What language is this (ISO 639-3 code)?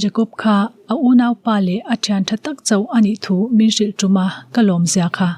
lus